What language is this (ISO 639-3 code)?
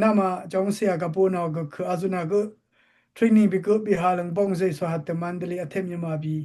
dis